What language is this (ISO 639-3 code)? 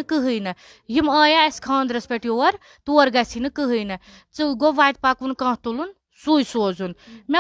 kas